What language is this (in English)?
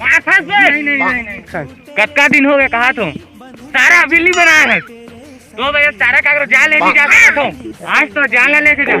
Chhattisgarhi